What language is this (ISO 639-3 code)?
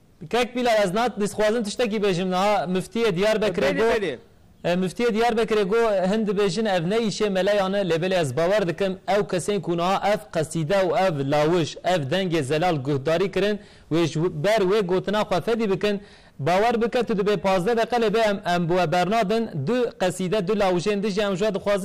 kur